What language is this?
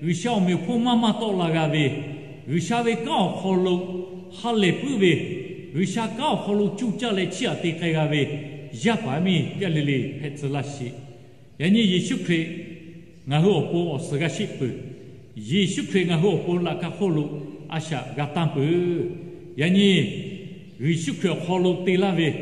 Lahu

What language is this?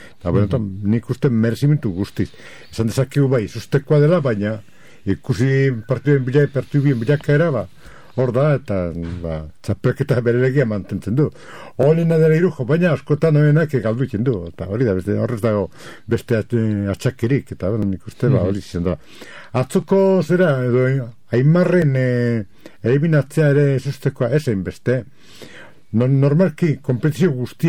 Basque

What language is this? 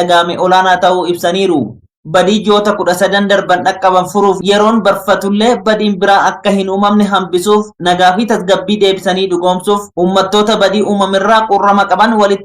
Oromo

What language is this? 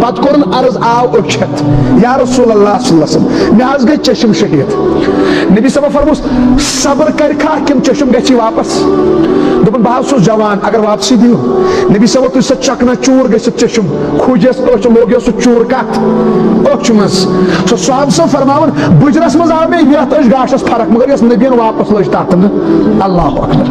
Kashmiri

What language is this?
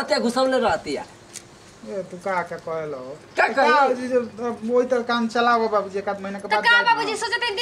Bhojpuri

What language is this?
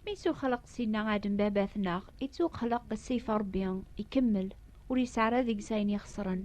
Kabyle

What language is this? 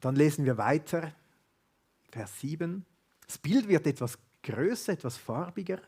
Swiss German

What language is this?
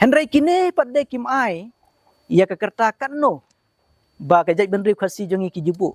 Khasi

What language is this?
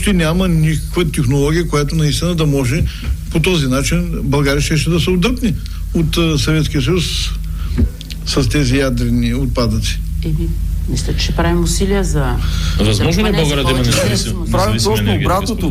Bulgarian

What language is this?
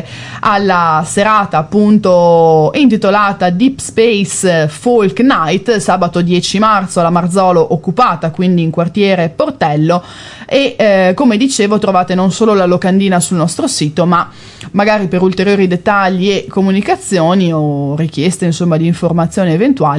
Italian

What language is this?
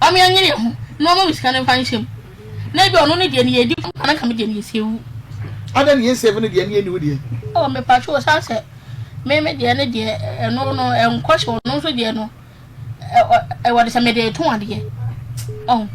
Akan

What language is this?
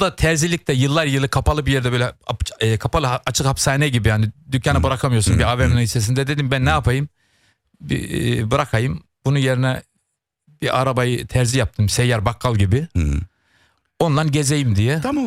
Turkish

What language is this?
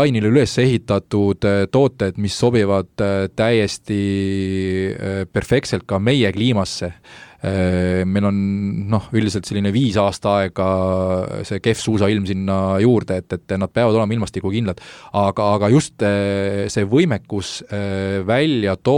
Estonian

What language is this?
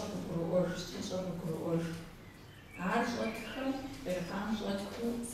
Kabardian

